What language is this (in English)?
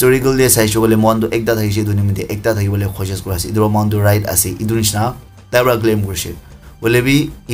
Naga Pidgin